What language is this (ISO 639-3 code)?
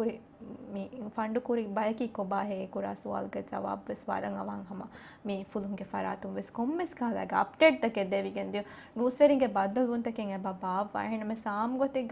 div